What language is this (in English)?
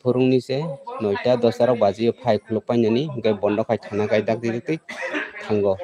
Kok Borok